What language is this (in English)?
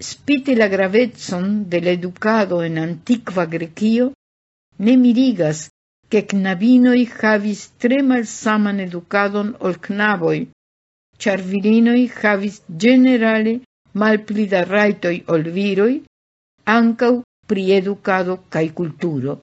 Esperanto